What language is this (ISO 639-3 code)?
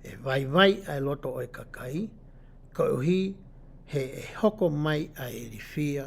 ton